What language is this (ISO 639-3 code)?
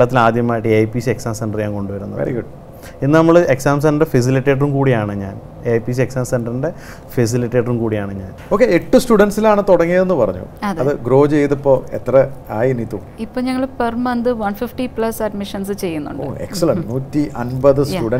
mal